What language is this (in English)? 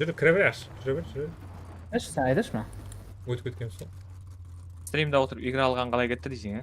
Kara-Kalpak